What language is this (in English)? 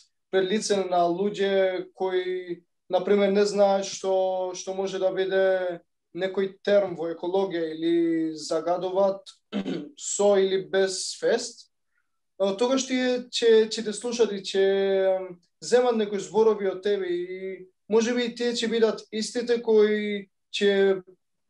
Macedonian